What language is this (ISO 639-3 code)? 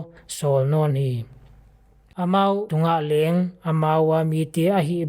pck